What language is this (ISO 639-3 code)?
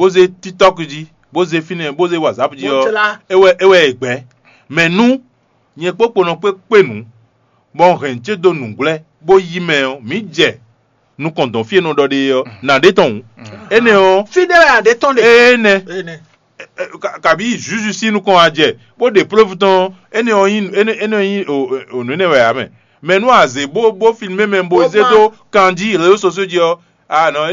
fon